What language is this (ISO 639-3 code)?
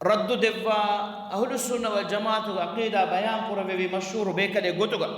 div